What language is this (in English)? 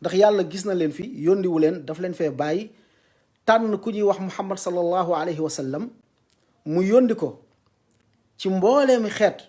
Wolof